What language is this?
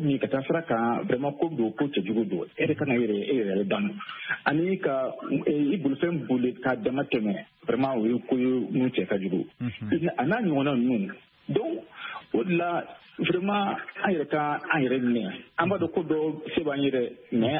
Bambara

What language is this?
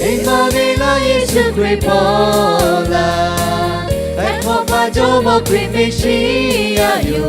Lahu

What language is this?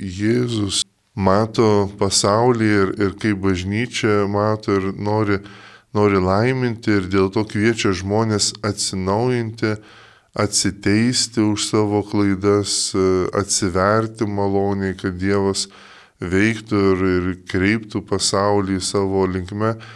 Lithuanian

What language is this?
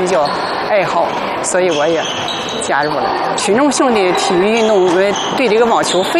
Chinese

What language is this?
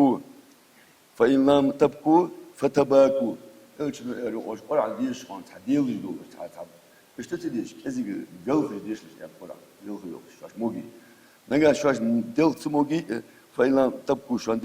Ingush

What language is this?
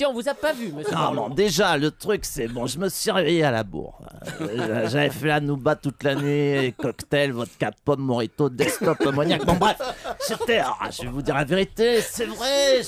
French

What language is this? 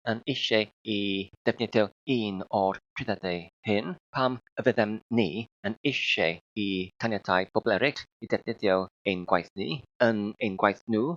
Welsh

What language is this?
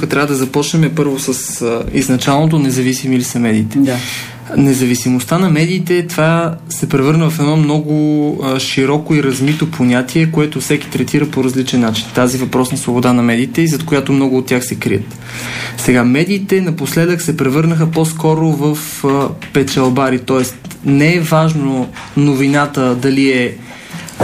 Bulgarian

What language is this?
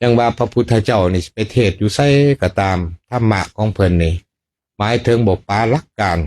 Lao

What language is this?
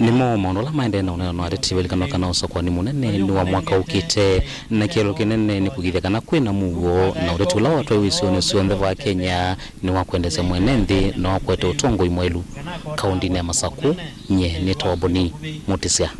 Kamba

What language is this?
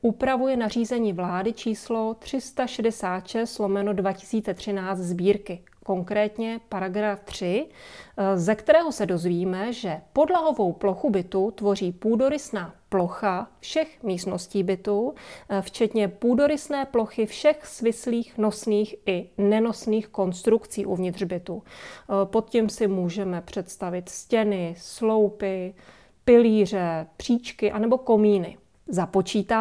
Czech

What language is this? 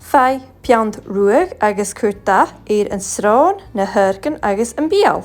Scottish Gaelic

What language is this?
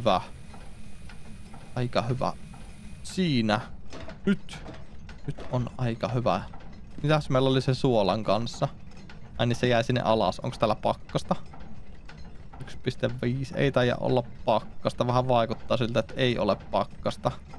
Finnish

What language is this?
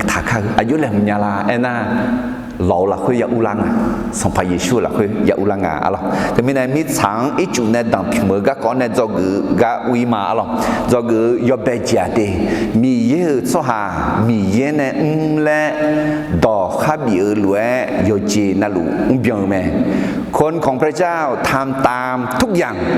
Akha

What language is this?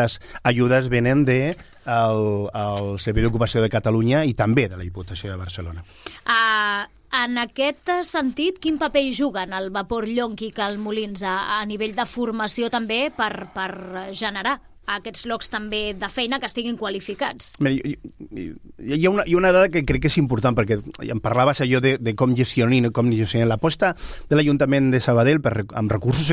Catalan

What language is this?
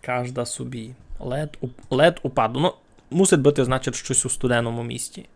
Rusyn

